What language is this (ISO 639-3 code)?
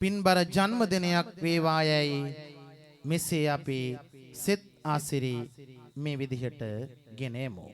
sin